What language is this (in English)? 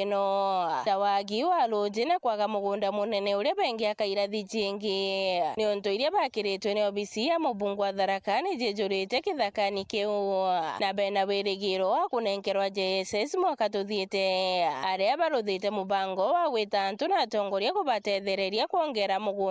Meru